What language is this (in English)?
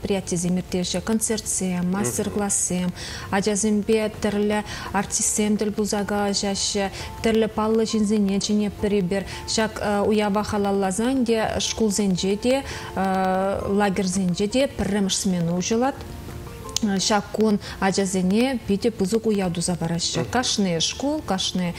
Chuvash